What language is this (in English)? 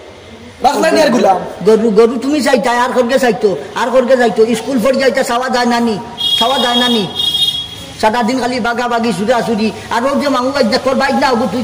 Sylheti